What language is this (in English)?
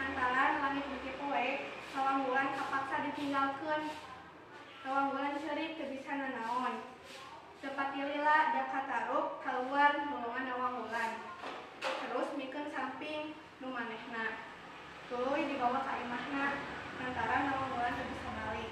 Sundanese